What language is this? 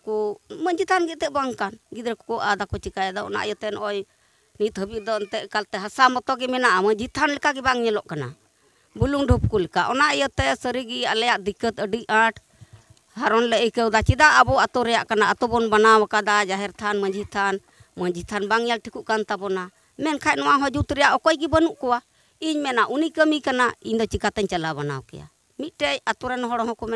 Santali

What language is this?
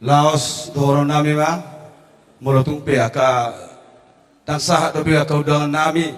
Batak Toba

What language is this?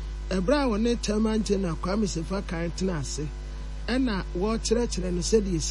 Akan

